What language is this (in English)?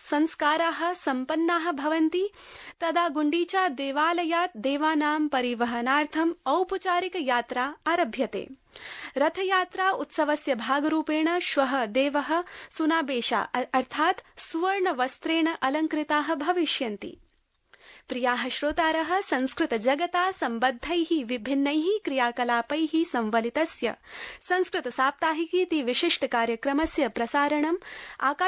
Sanskrit